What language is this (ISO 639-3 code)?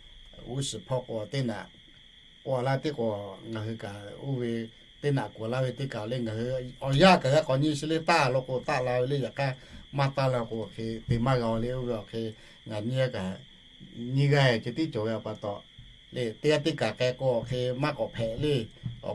lhu